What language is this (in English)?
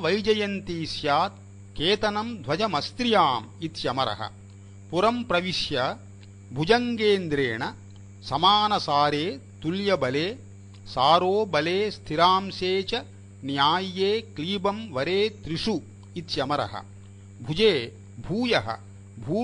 Sanskrit